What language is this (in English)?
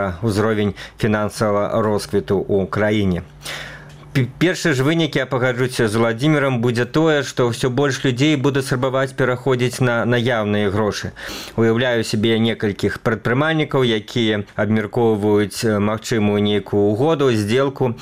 Belarusian